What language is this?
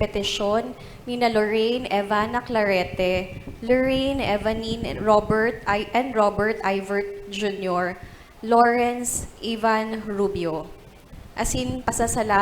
Bikol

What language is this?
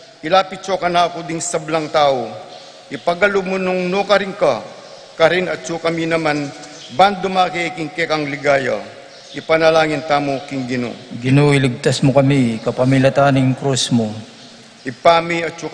Pampanga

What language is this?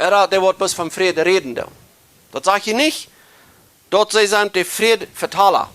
Plautdietsch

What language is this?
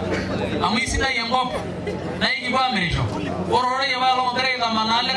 Masai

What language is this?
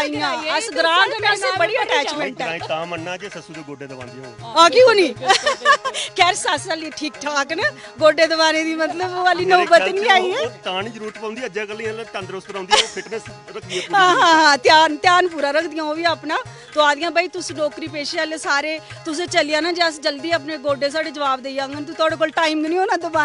Dogri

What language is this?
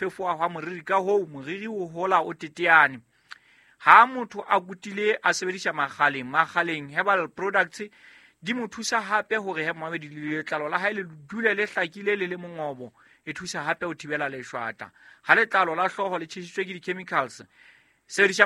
Southern Sotho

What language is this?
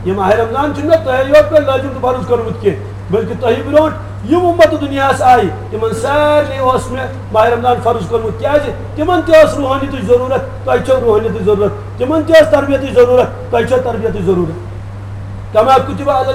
Kashmiri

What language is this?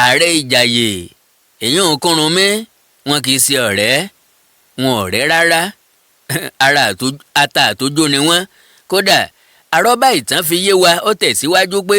Yoruba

